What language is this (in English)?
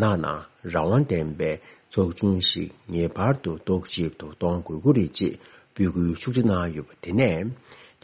Tibetan